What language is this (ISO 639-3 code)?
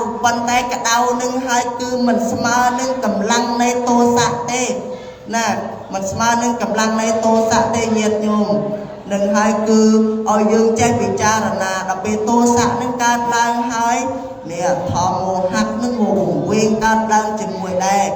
khm